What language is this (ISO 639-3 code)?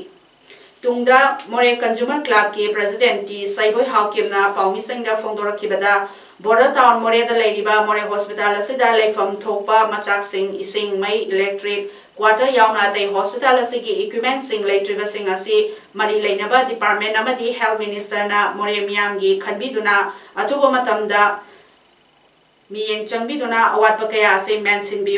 mni